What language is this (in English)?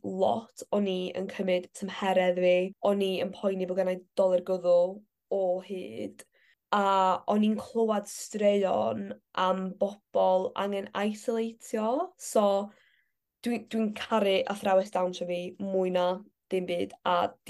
Welsh